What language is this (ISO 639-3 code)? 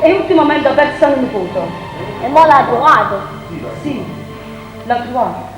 nap